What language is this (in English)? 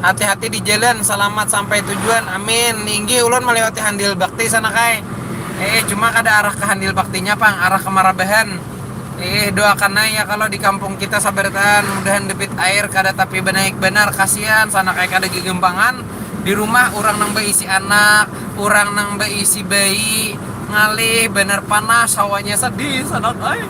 Banjar